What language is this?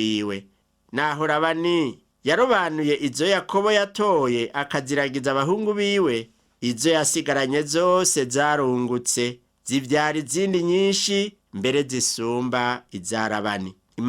Rundi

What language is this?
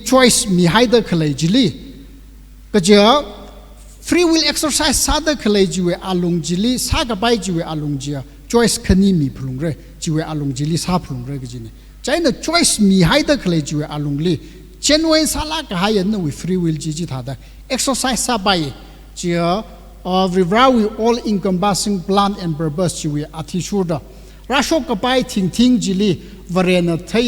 Tangkhul Naga (India)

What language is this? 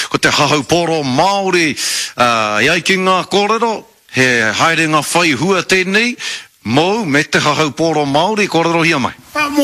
Māori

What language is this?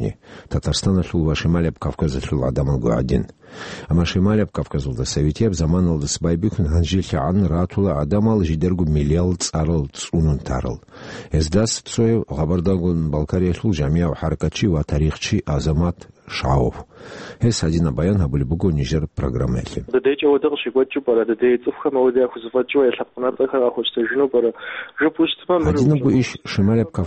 Avaric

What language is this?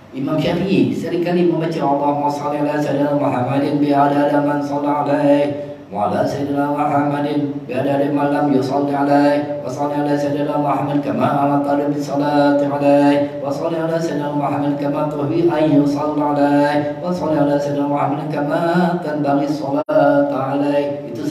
Malay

